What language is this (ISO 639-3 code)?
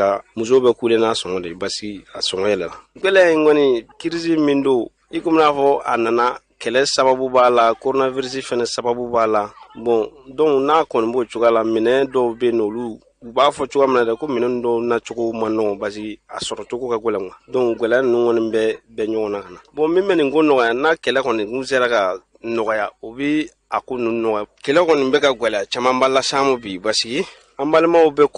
bam